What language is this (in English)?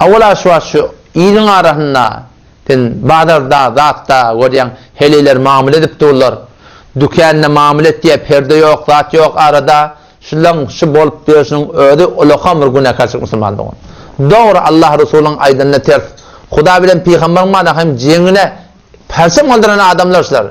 Turkmen